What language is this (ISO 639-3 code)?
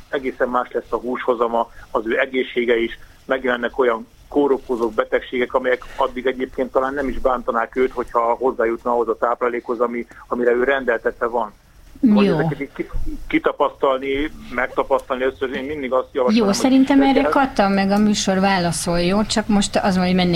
hun